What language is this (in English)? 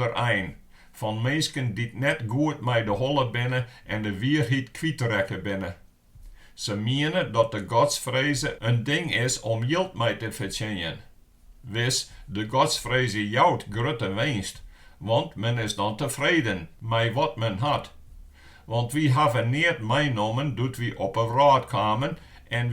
Western Frisian